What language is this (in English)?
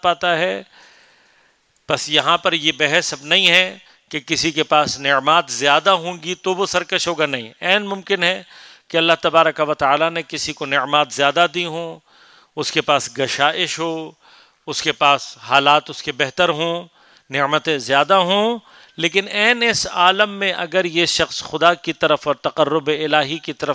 Urdu